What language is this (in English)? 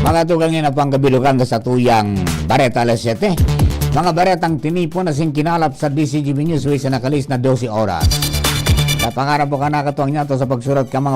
Bikol